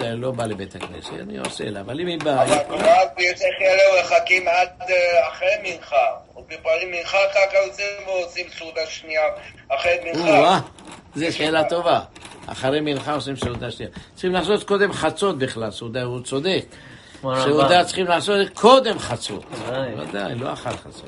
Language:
Hebrew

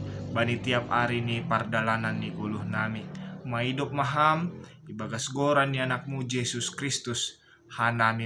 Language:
Batak Simalungun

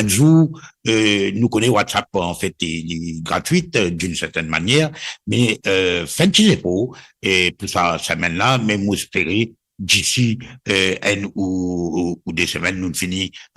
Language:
Morisyen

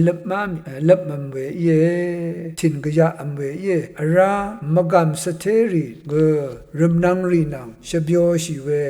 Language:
Rawang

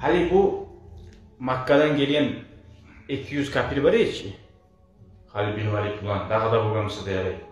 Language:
Kumyk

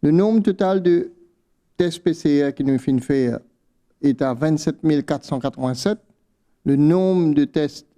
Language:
Morisyen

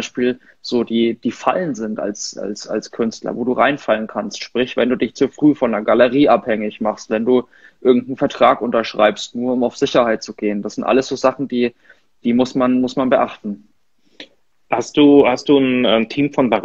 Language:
German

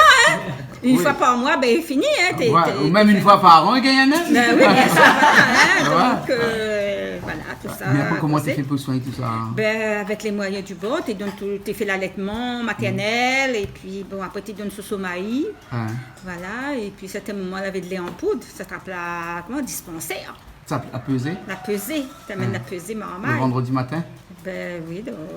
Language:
Réunion Creole French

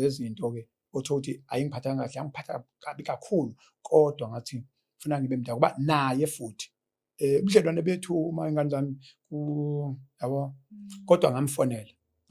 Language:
Zulu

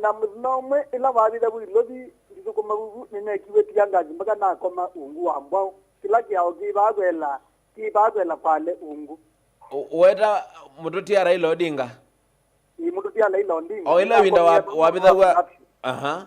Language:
Kamba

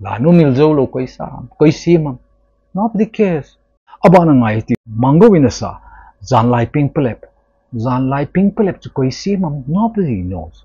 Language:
Thado Chin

